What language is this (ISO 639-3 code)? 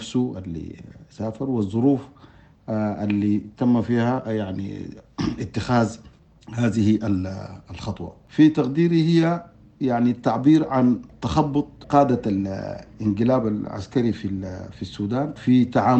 apd